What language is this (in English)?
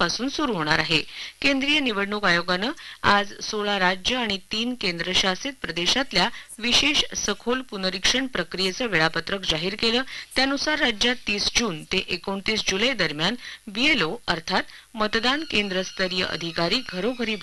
Marathi